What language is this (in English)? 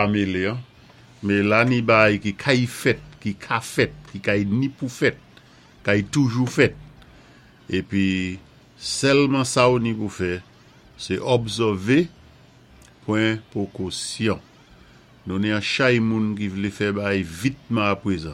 Saint Lucian Creole French